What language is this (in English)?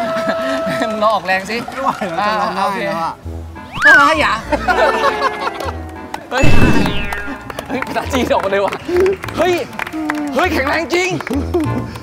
Thai